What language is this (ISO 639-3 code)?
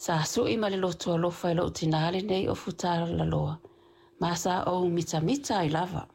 smo